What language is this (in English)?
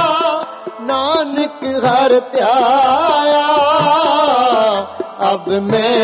Punjabi